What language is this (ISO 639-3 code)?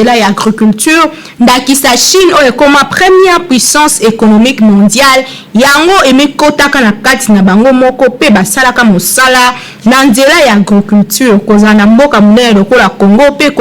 lin